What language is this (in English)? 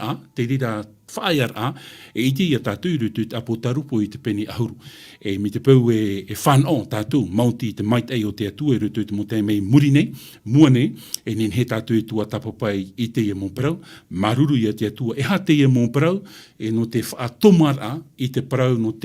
Tahitian